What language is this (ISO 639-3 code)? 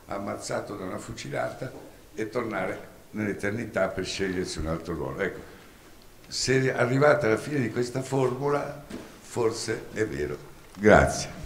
ita